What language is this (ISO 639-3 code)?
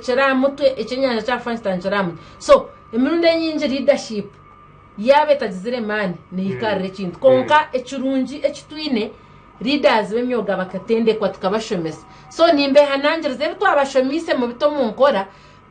nyn